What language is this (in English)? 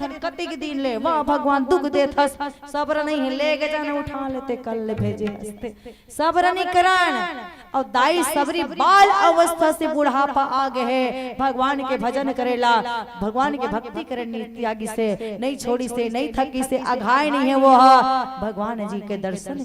Chhattisgarhi